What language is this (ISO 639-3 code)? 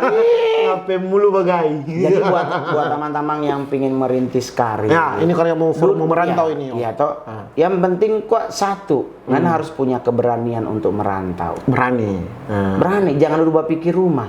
xmm